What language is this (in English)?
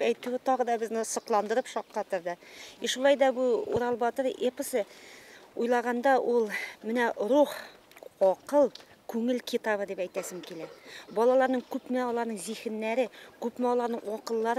Bashkir